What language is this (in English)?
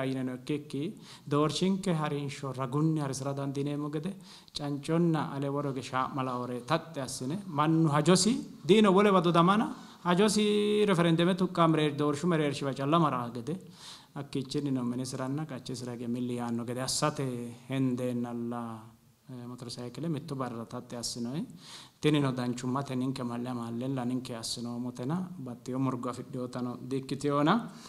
Sidamo